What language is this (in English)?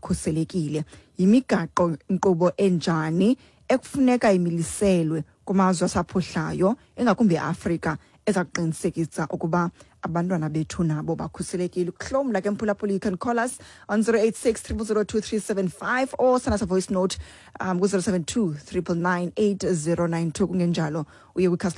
Xhosa